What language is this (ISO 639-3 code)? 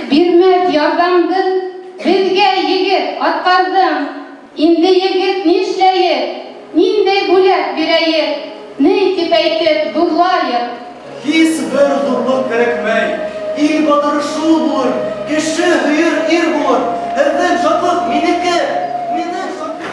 bak